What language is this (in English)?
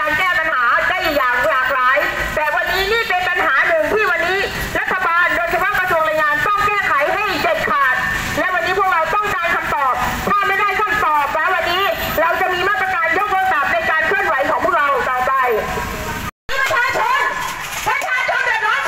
Thai